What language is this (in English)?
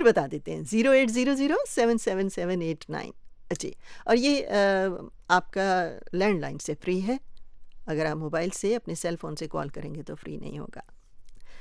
Urdu